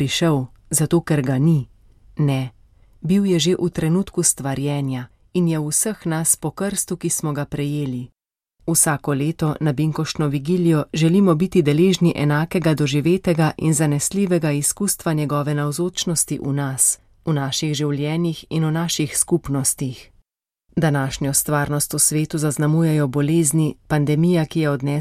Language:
Slovenian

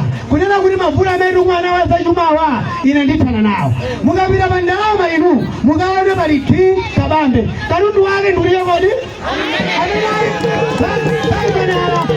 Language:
Nyanja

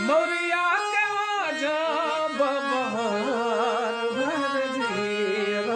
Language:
Maithili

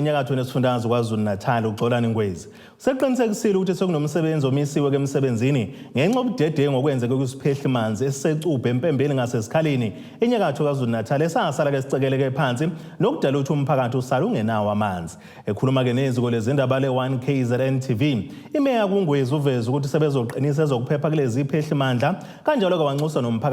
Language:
Zulu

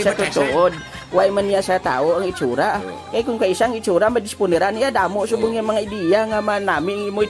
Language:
Hiligaynon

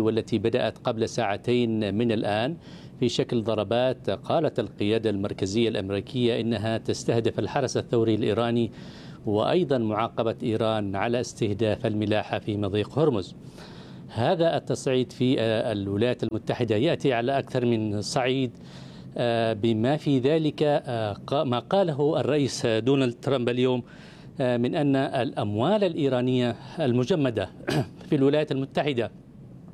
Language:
Arabic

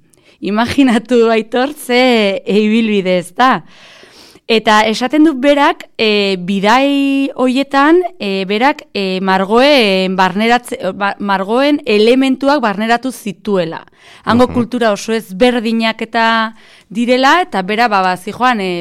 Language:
Basque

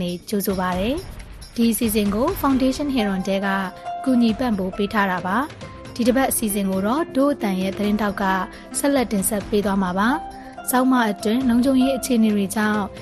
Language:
Burmese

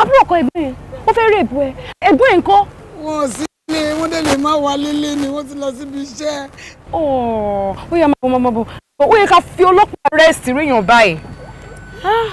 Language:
Yoruba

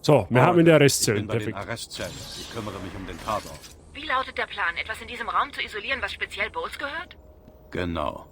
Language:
Bavarian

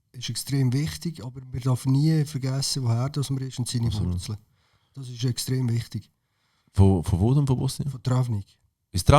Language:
Swiss German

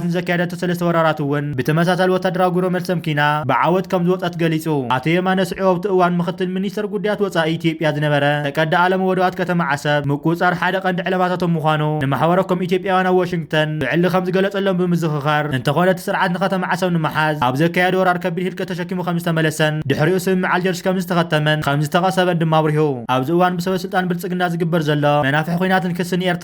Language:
Tigrinya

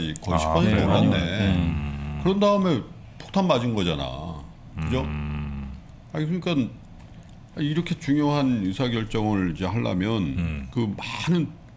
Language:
Korean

